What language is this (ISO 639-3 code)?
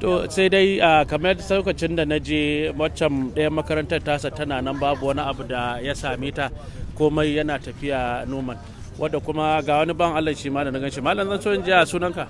hau